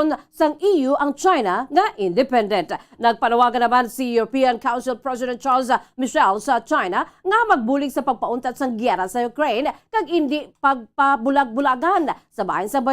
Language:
Hiligaynon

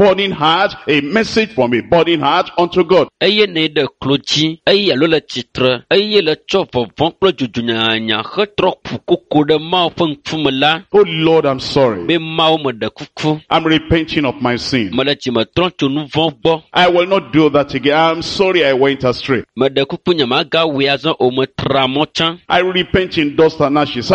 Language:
Ewe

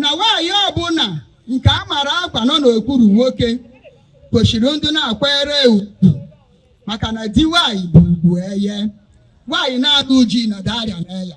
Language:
Igbo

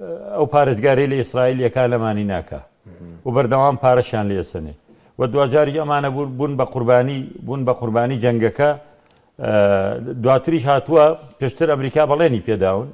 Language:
Central Kurdish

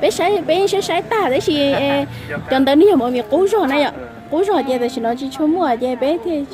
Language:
Hmong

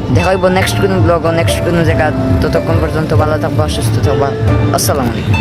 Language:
Sylheti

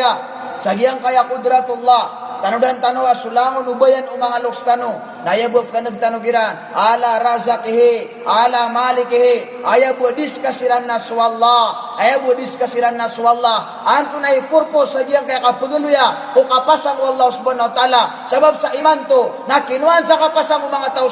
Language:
Maranao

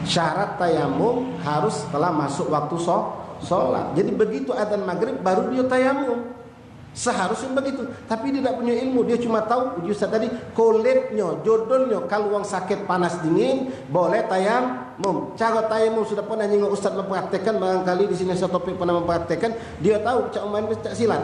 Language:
Musi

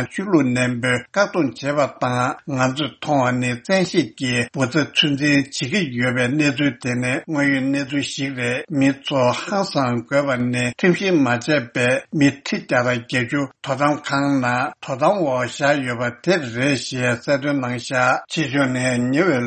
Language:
Tibetan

